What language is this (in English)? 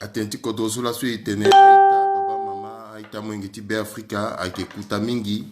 Sango